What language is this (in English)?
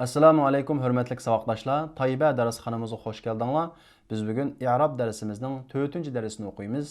Uyghur